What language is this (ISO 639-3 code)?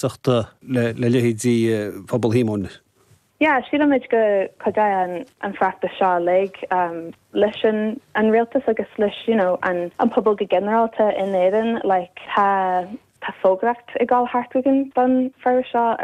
gle